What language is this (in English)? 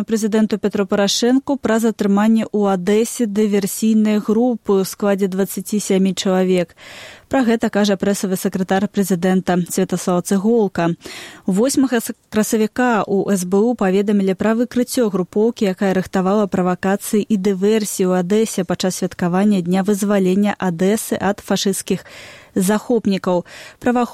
Belarusian